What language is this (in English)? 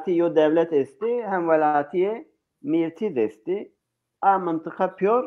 Zaza